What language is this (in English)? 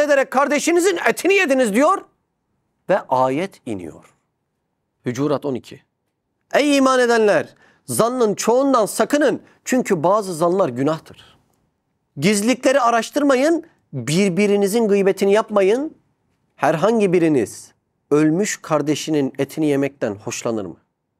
Turkish